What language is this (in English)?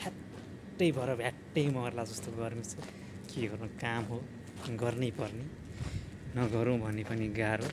Nepali